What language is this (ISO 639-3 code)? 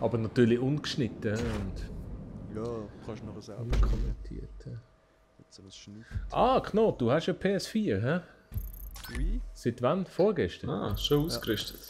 gsw